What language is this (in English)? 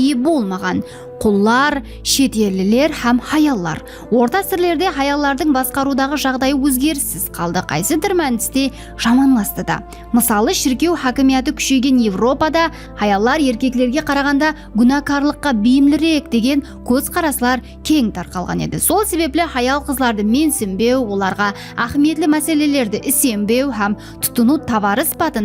Kara-Kalpak